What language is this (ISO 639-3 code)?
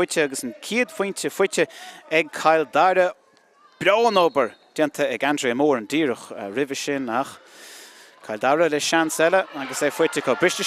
gle